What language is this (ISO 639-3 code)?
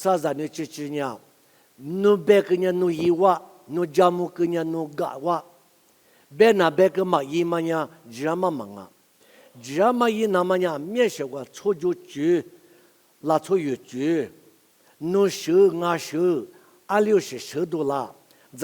lis